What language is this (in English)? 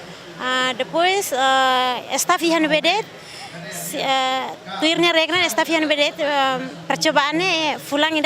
Tetum